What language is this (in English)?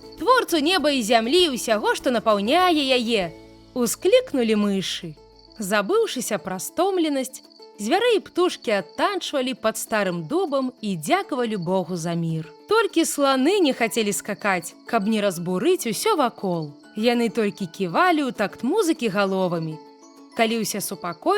Belarusian